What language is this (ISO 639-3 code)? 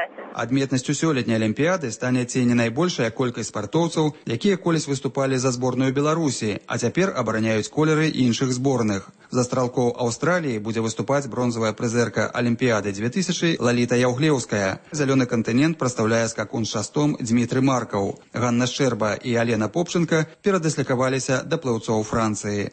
bel